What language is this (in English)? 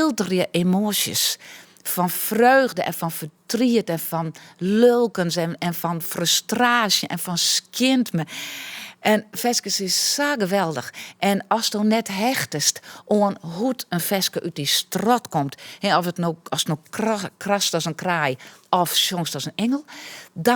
Western Frisian